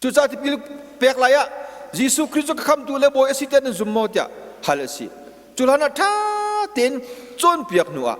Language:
Hakha Chin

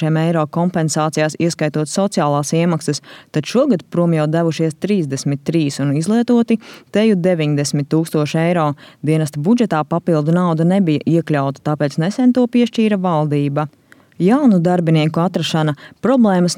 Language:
Latvian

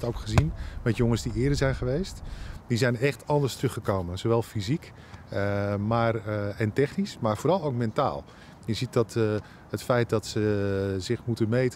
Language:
Dutch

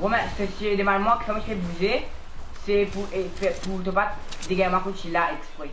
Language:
Morisyen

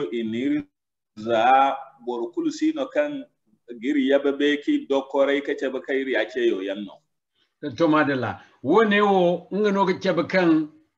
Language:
Zarma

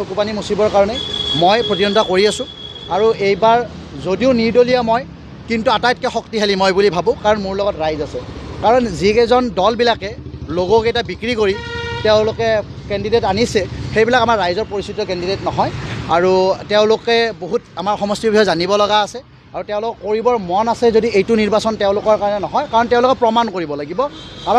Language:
Assamese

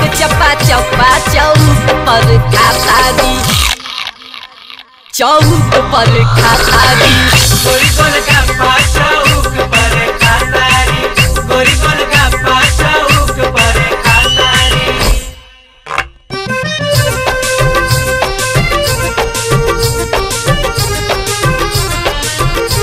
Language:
Bhojpuri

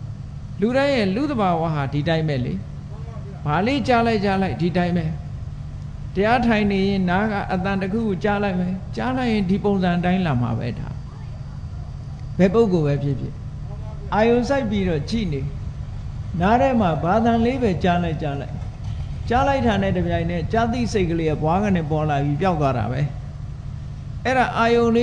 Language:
Burmese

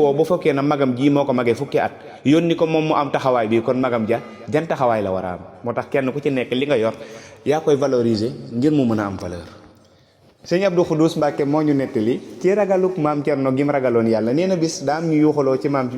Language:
Wolof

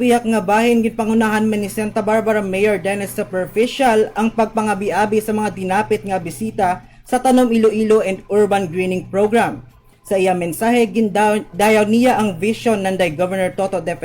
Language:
Hiligaynon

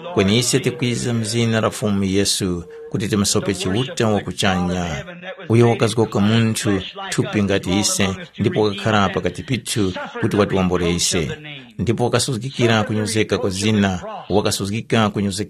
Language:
Tumbuka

